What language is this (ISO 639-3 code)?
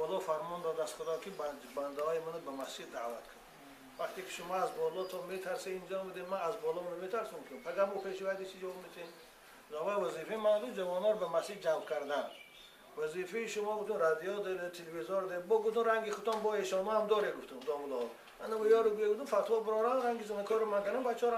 tgk